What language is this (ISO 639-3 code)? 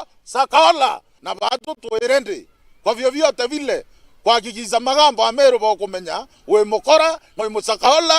mer